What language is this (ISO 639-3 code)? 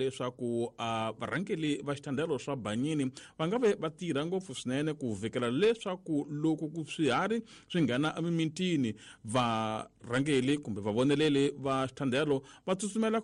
tso